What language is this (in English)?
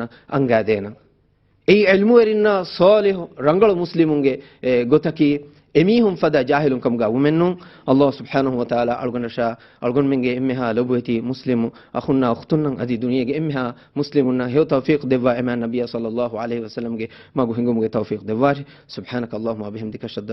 Divehi